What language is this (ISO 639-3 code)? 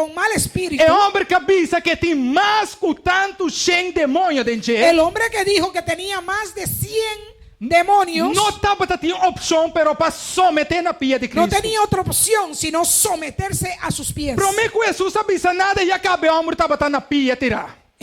pap